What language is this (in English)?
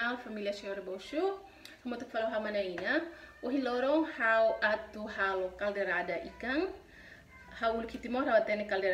Tetum